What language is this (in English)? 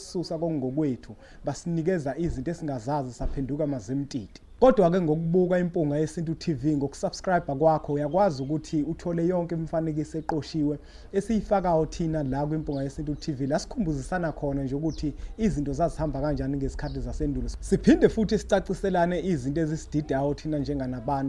Zulu